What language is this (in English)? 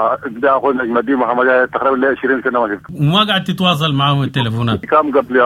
Sudanese Arabic